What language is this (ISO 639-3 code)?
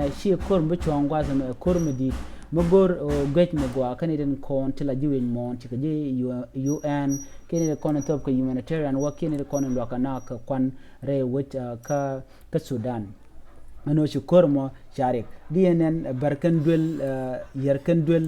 nus